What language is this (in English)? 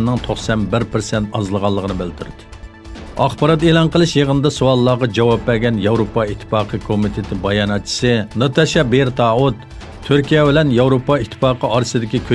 Uyghur